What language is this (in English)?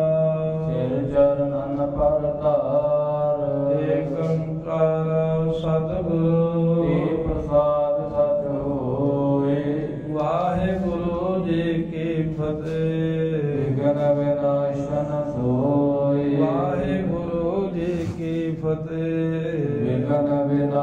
Punjabi